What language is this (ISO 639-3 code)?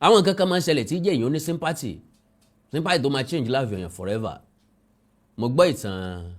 yor